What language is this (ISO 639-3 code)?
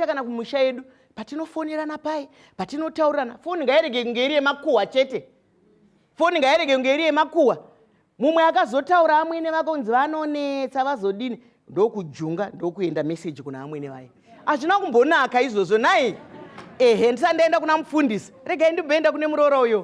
sna